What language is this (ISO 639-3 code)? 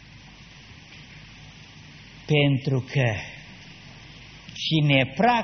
ron